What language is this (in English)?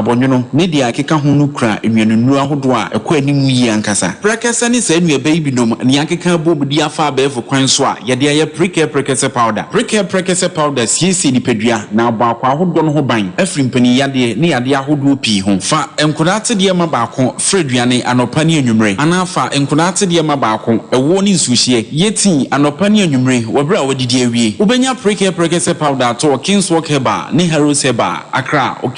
Akan